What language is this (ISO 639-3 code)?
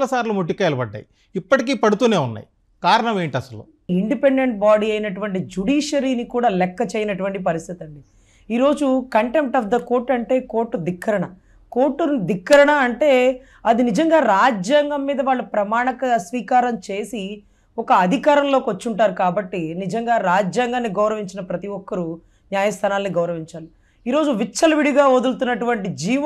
tel